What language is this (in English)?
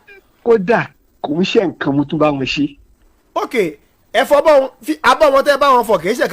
Yoruba